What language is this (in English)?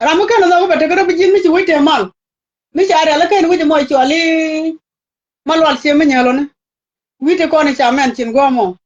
Nuer